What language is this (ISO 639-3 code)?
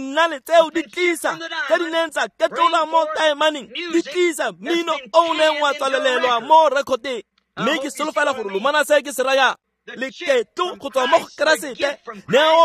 tsn